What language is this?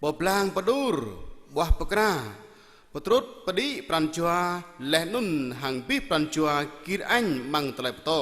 Jarai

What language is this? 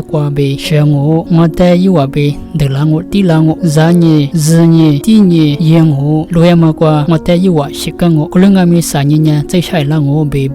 Lisu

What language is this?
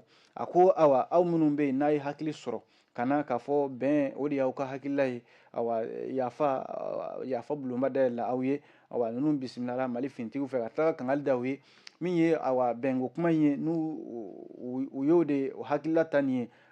Bambara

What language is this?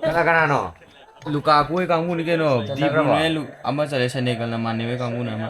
Manipuri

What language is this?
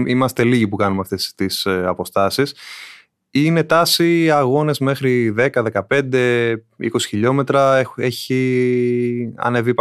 Greek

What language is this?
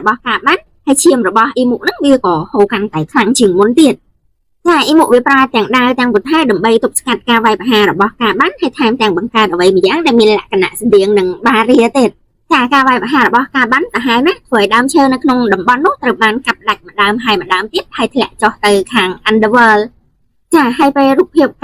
Khmer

